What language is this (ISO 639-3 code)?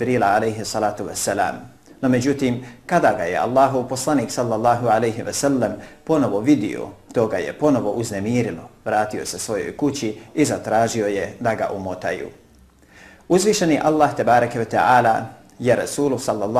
bos